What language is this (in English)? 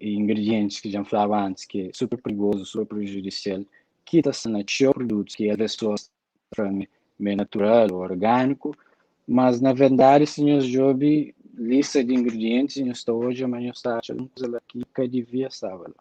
Kabuverdianu